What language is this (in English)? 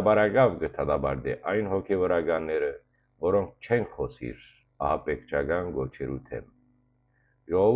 Western Armenian